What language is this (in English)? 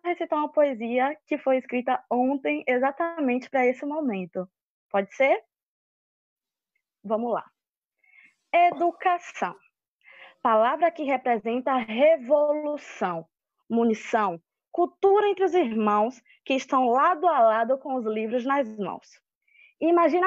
Portuguese